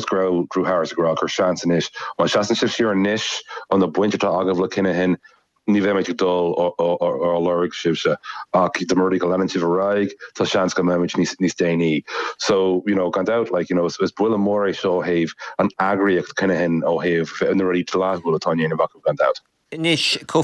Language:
Irish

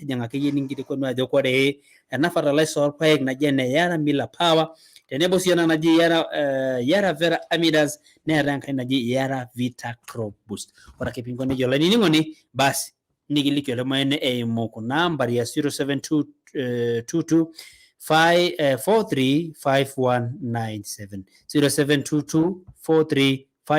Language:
Masai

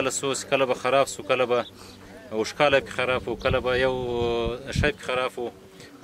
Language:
Pashto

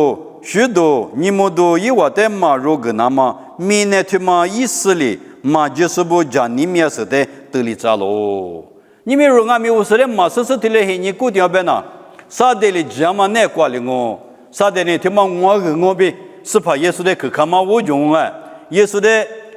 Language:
Lisu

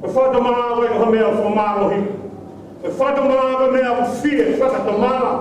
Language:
Tongan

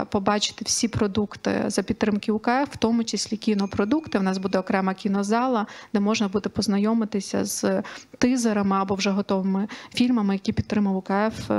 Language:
Ukrainian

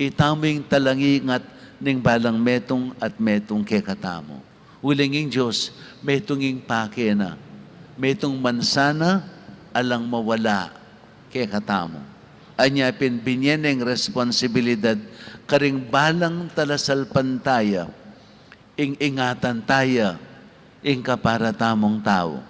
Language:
Pampanga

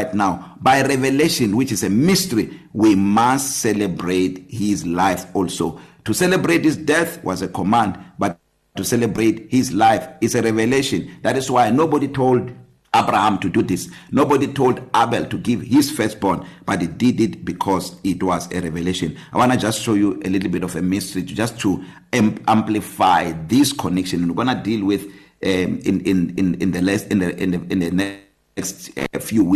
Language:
English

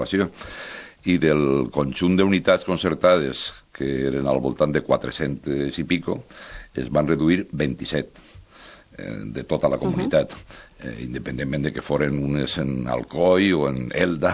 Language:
Catalan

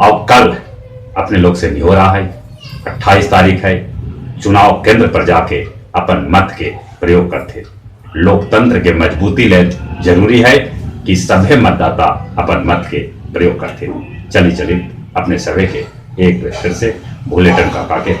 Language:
Magahi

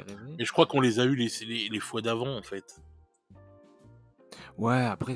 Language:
French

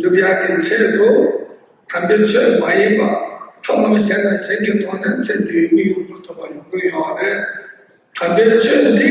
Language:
Tibetan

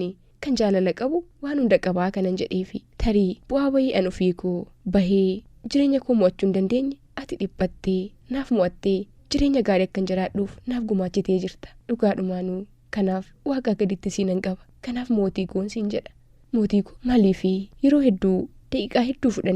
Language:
Oromo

